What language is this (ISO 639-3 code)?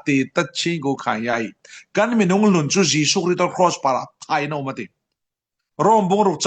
cfm